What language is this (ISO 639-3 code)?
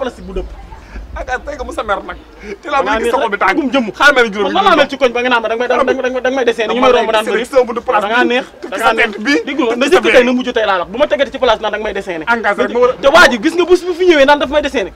wol